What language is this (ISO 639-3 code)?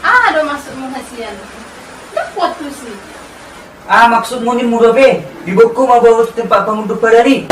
bbc